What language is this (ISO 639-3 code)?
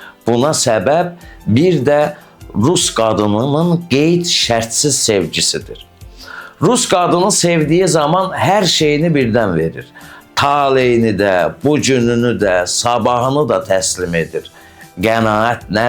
aze